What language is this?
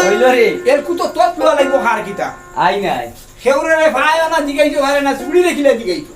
Sylheti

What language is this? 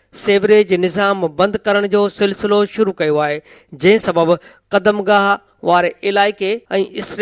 Sindhi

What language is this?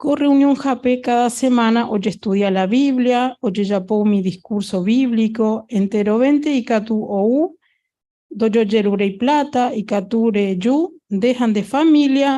Guarani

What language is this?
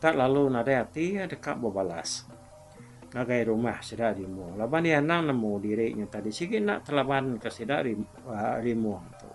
Iban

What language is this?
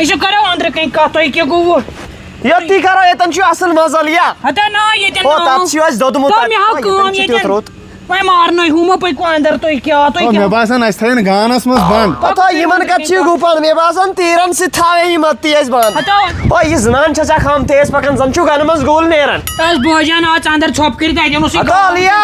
Kashmiri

